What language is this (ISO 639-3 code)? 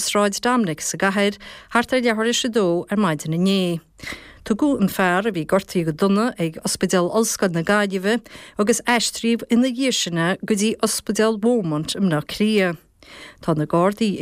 gle